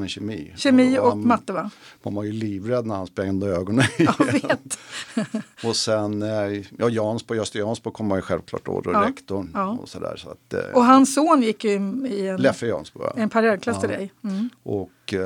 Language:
Swedish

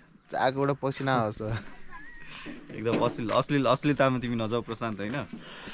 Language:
Nepali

